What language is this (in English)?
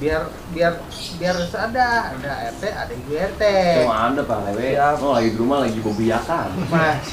Betawi